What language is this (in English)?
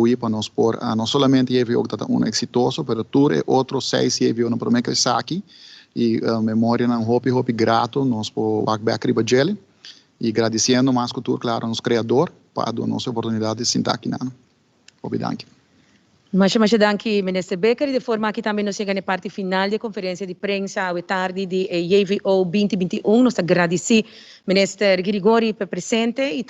Papiamento